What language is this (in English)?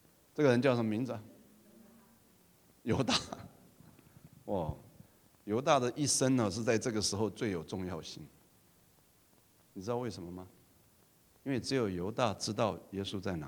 Chinese